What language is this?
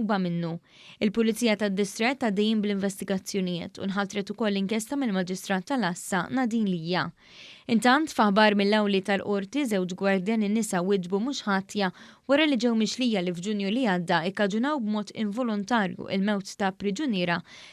Maltese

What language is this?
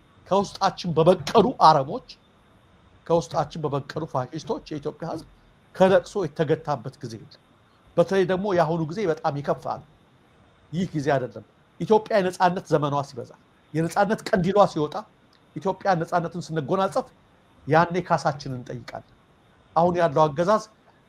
Amharic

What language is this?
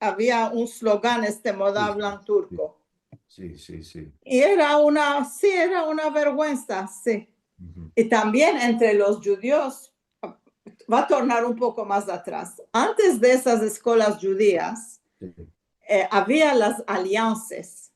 Ladino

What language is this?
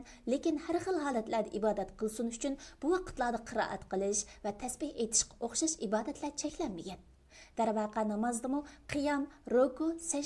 Uyghur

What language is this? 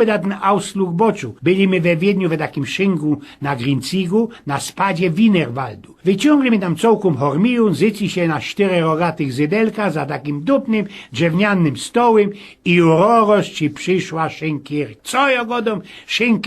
Silesian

